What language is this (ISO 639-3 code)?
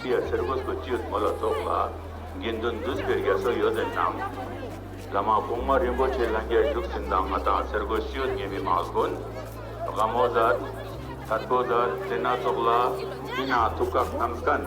bod